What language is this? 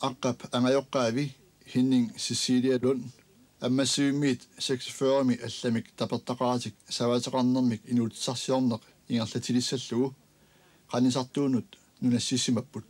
Kalaallisut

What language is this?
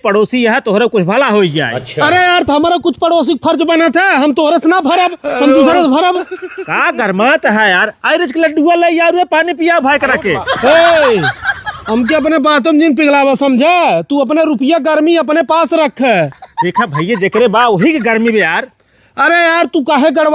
Awadhi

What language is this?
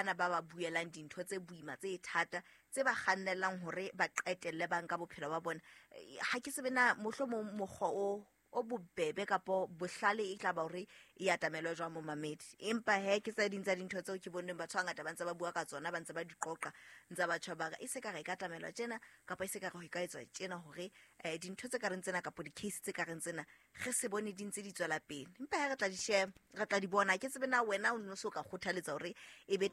Southern Sotho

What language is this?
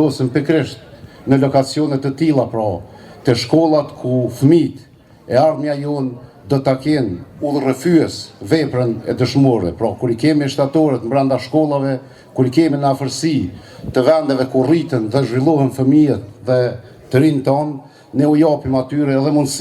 Albanian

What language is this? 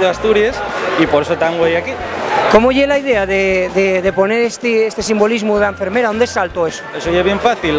Asturian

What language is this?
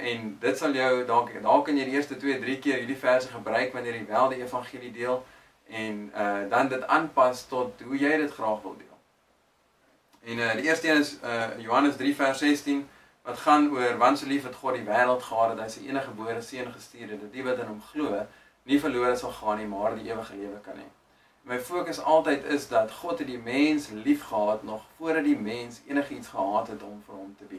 Afrikaans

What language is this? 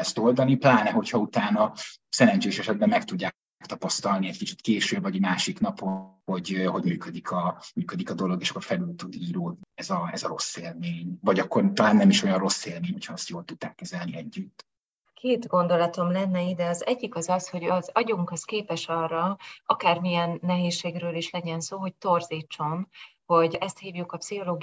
Hungarian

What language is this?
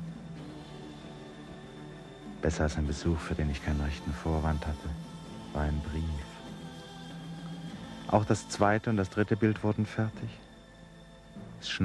German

